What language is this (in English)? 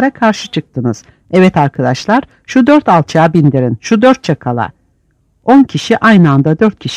Turkish